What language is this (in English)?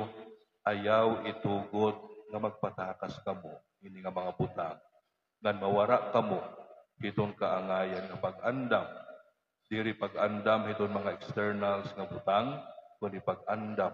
Waray